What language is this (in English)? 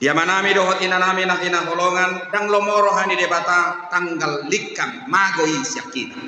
Batak Toba